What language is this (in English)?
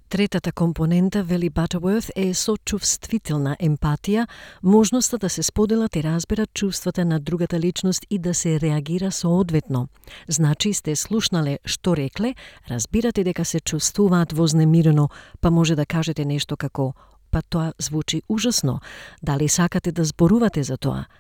Macedonian